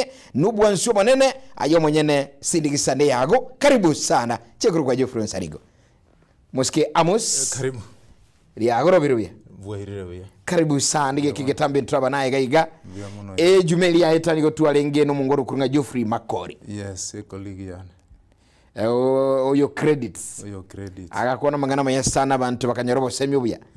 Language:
Gusii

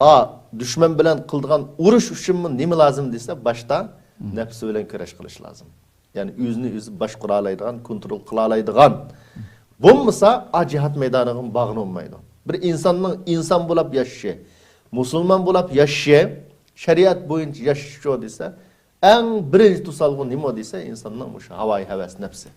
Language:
Uyghur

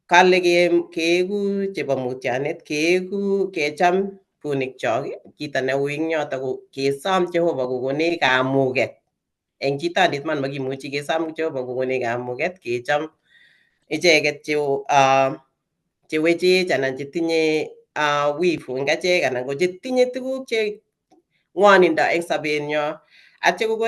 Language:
Kalenjin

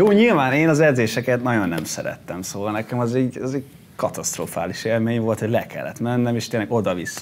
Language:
Hungarian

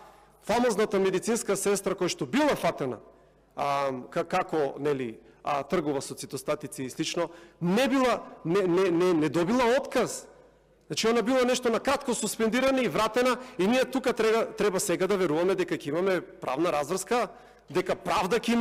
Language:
Macedonian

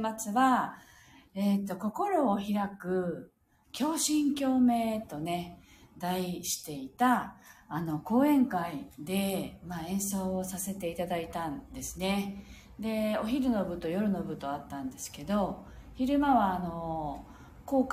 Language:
Japanese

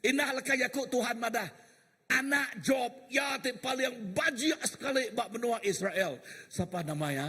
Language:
Iban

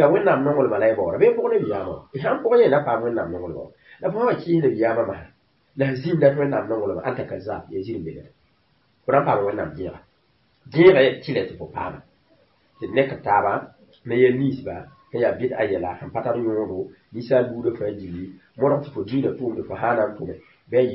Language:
Mossi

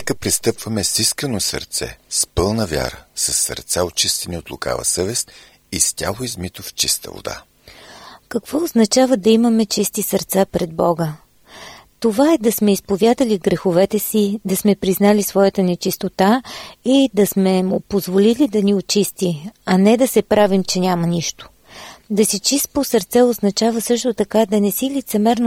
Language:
Bulgarian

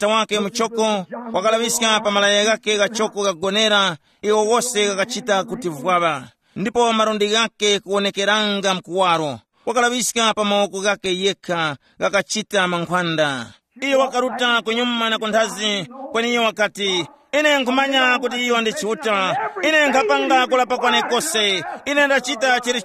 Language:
Tumbuka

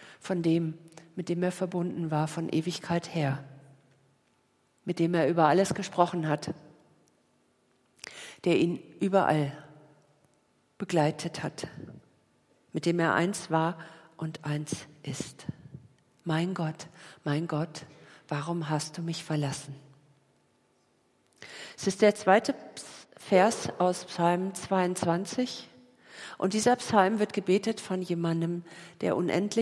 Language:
German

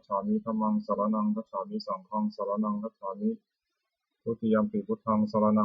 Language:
Pali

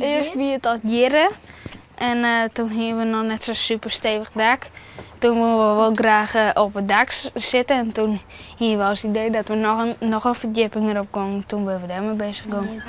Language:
Western Frisian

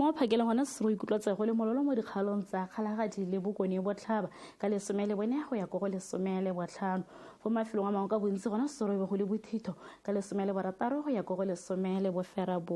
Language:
Tswana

